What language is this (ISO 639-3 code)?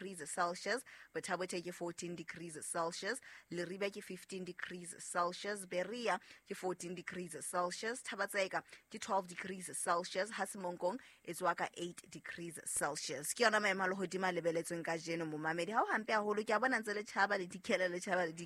sot